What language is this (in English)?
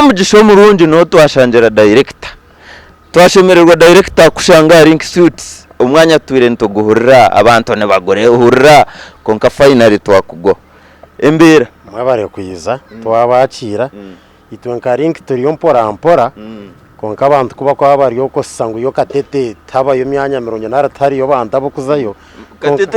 Nyankole